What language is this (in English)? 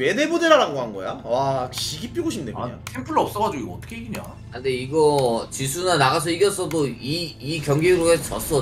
Korean